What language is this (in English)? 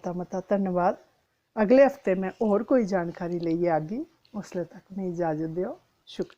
Dogri